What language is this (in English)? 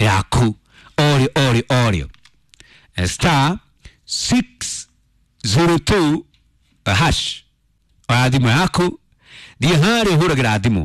Kikuyu